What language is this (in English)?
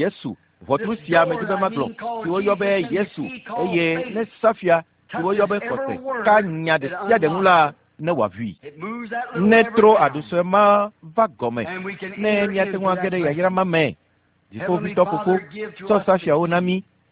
Ewe